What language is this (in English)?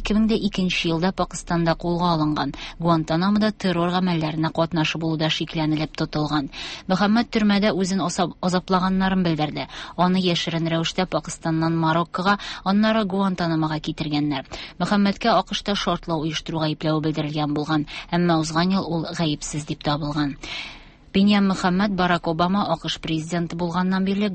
Tatar